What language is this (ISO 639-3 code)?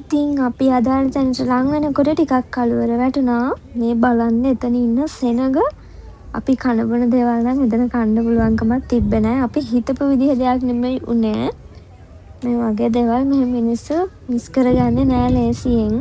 sin